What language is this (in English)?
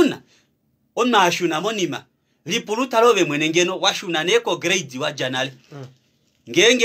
Kuanyama